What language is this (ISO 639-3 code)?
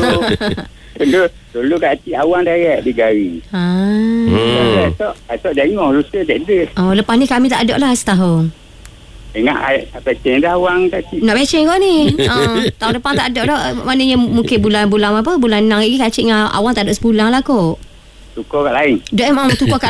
msa